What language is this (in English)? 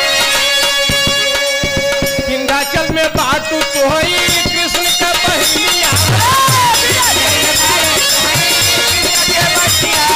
Bhojpuri